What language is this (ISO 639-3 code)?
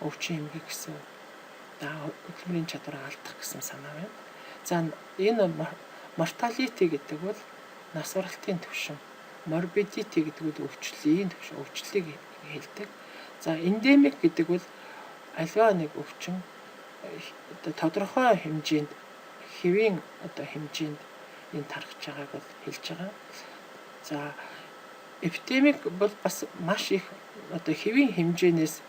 mon